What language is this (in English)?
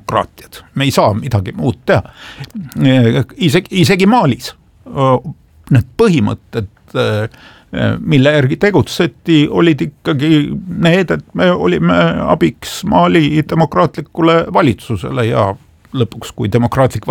Estonian